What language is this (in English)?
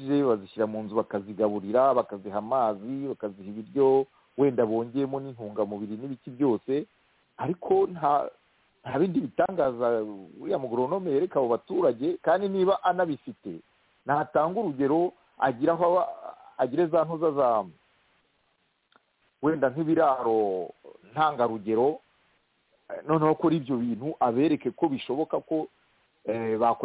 Kinyarwanda